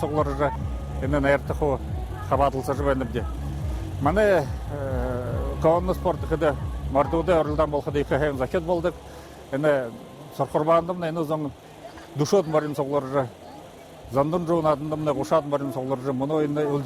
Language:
Buriat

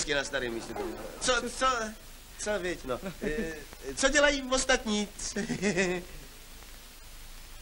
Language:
Czech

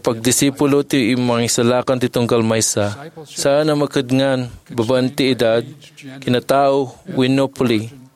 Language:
Iloko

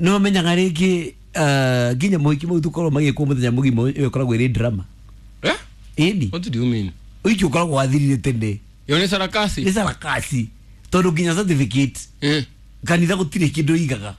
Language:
Kikuyu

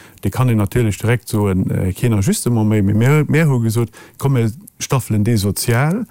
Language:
Luxembourgish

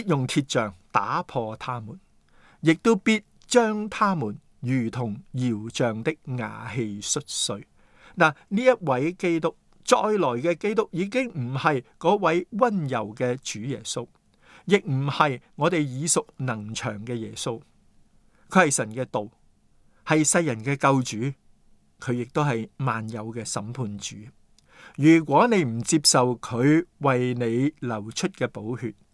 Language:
Cantonese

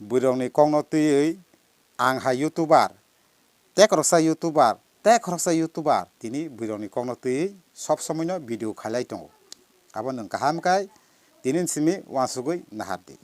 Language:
Kok Borok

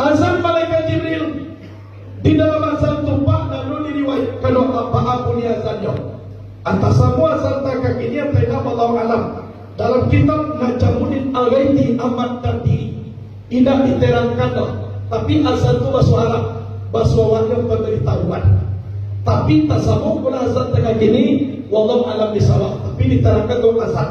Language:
Minangkabau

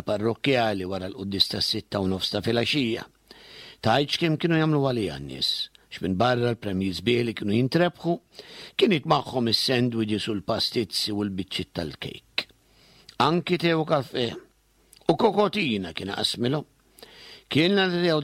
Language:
Maltese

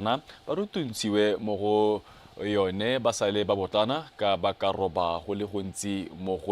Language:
Tswana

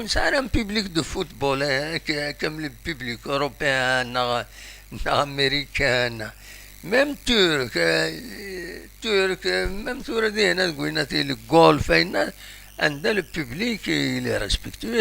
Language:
Kabyle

